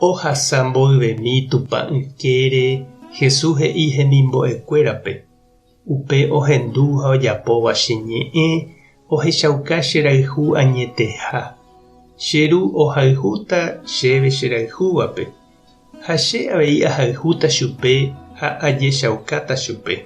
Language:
Guarani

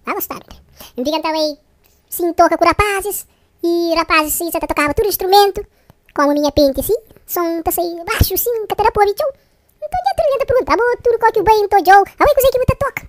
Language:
Kabuverdianu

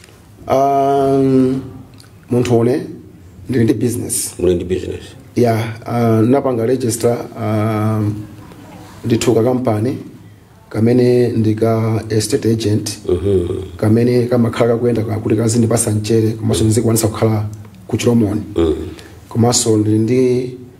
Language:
Nyanja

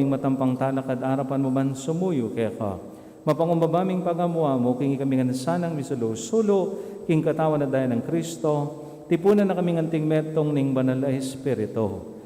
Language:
Pampanga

